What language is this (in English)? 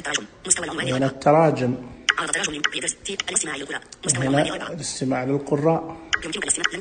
Najdi Arabic